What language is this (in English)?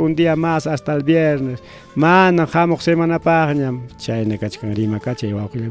Ayacucho Quechua